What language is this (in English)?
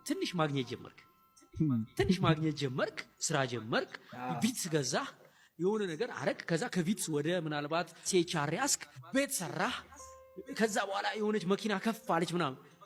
Amharic